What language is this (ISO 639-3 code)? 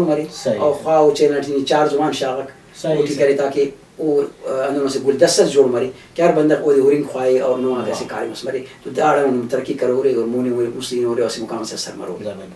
brh